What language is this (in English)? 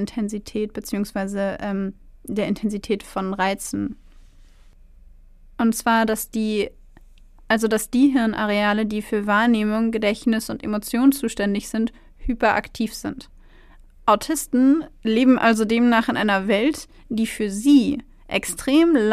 German